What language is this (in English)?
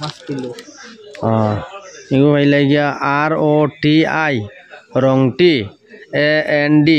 Sylheti